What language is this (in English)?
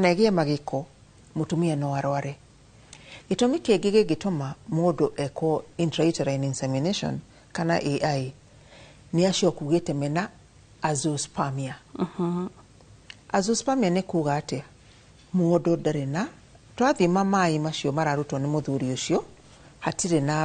Kikuyu